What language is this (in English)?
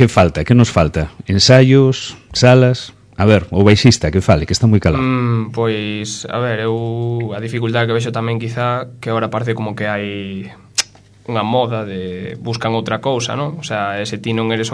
Galician